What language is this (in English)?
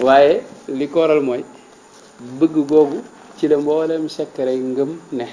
Wolof